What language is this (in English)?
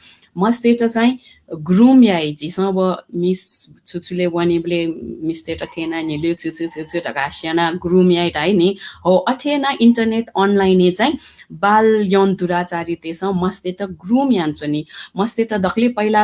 Newari